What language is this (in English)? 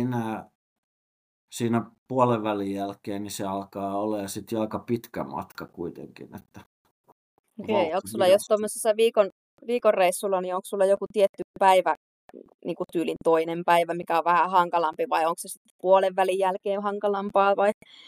Finnish